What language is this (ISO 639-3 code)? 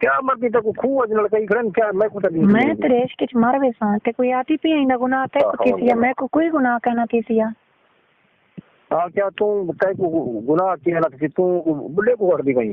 skr